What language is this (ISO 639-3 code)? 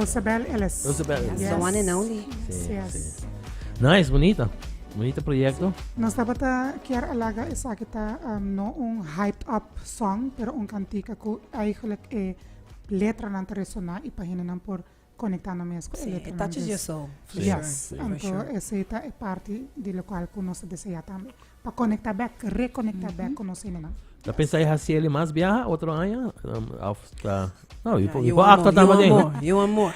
pap